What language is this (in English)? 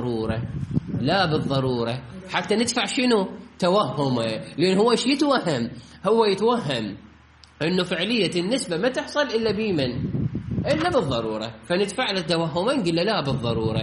Mesopotamian Arabic